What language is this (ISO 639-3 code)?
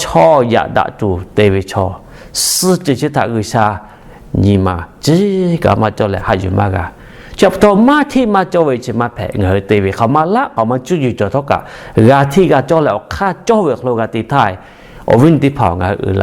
lhu